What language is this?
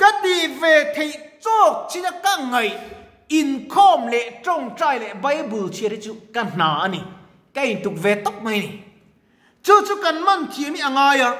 Mizo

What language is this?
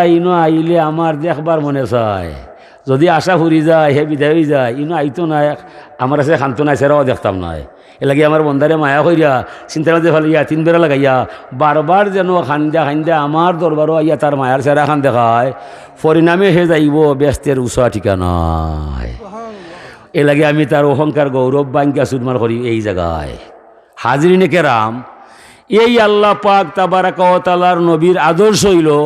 Sylheti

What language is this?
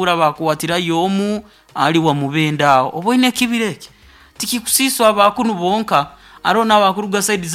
Nyoro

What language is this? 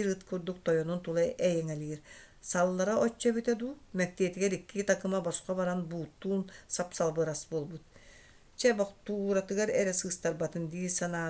Yakut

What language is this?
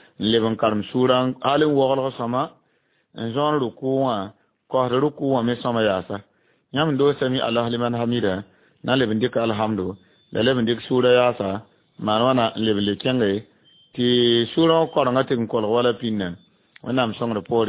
Mossi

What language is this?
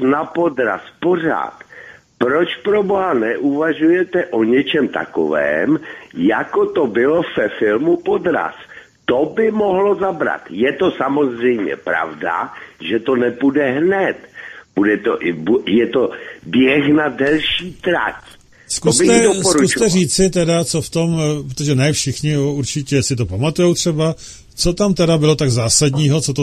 Czech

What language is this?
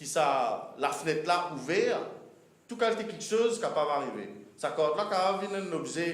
Morisyen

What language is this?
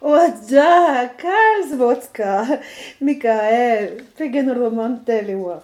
Breton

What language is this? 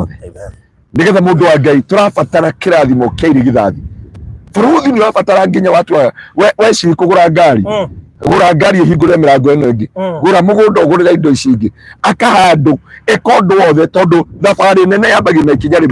Kikuyu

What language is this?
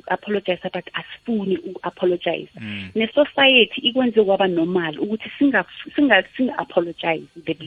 South Ndebele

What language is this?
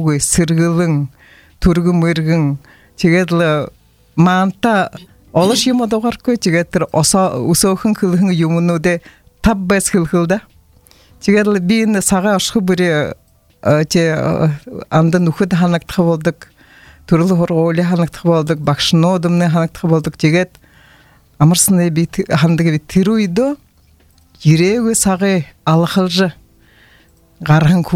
Buriat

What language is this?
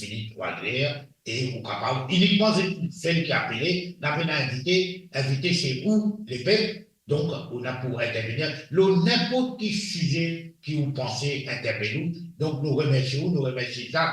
Morisyen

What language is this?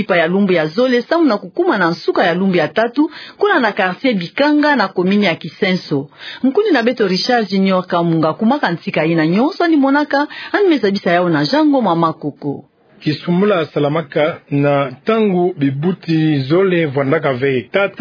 Kituba (Democratic Republic of Congo)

